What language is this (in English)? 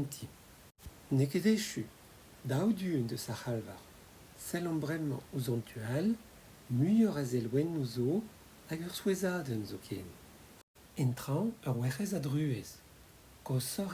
Breton